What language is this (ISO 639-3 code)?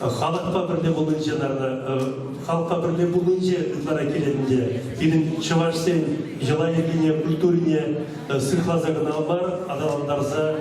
chv